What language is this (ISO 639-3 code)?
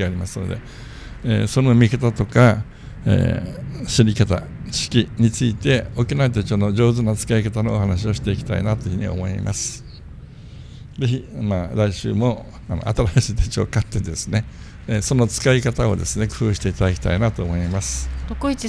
jpn